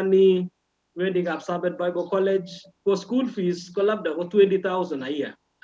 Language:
Kalenjin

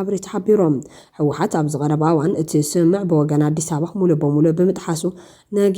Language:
Tigrinya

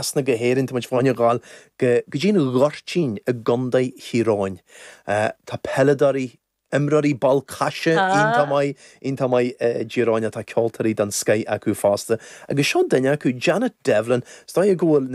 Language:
Irish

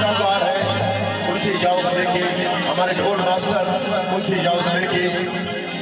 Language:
Saraiki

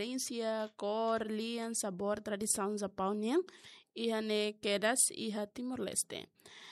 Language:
Tetum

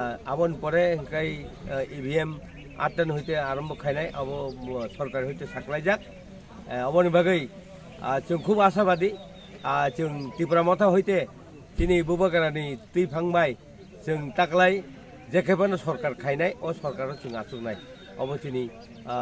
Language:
Kok Borok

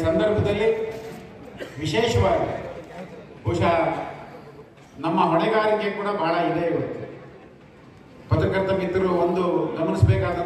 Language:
Kannada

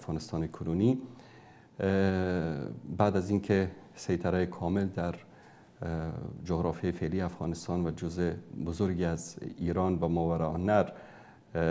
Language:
Persian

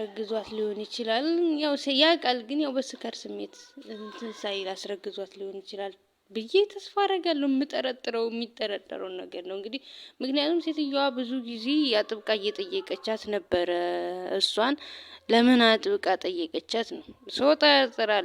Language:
Amharic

